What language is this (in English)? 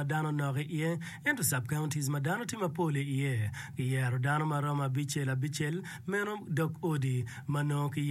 Acoli